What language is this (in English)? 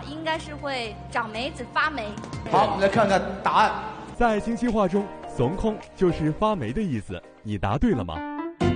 Chinese